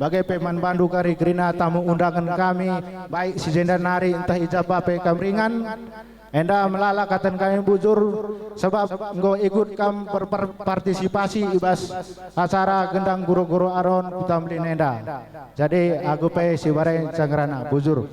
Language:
Batak Karo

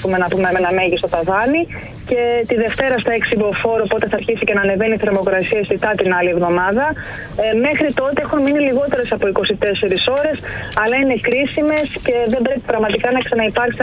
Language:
Greek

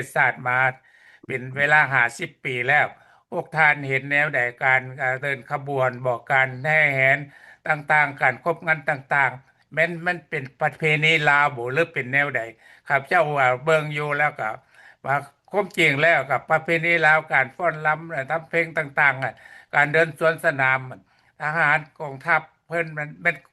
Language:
Lao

